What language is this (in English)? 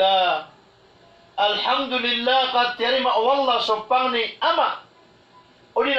Maranao